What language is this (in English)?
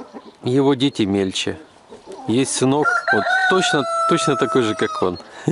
Russian